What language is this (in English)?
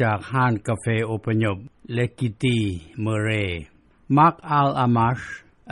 Lao